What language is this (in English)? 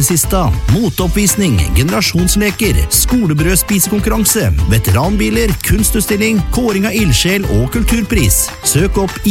Norwegian